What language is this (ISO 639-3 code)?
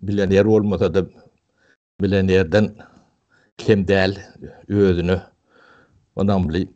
tuk